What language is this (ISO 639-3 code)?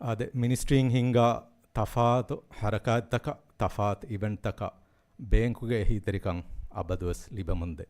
div